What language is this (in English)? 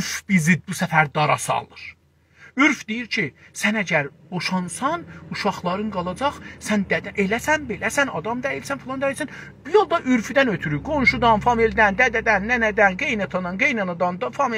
South Azerbaijani